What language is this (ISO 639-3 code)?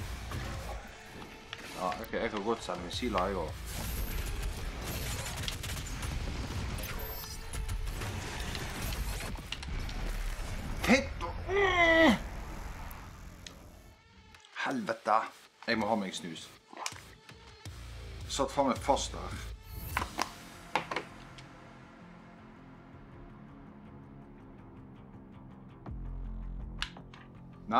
nor